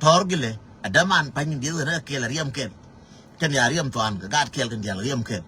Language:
Nuer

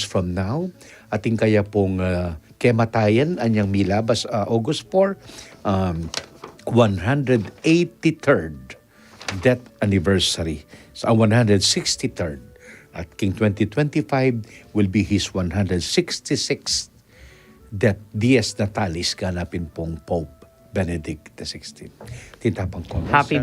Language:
Pampanga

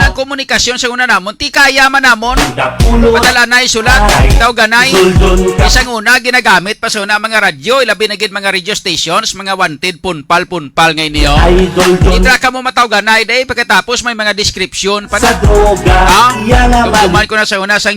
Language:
Hiligaynon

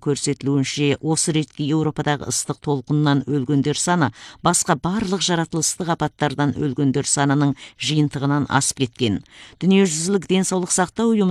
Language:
Kazakh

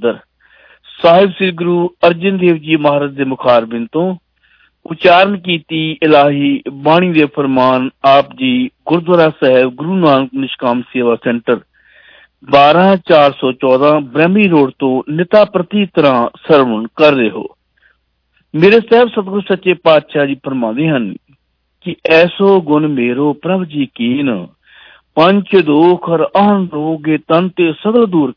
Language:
Punjabi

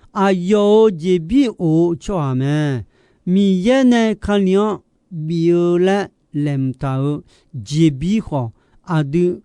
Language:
Akha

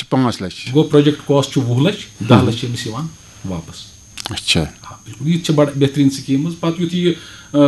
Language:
Kashmiri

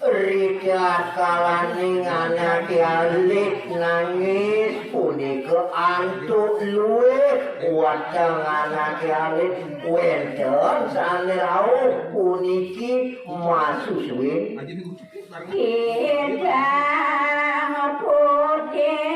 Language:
Balinese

